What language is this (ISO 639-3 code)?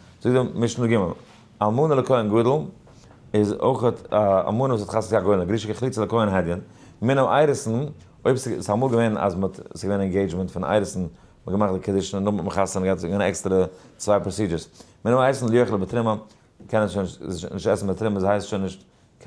yid